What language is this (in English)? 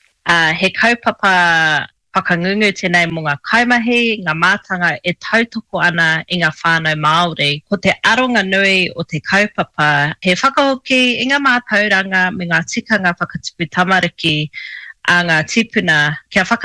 Māori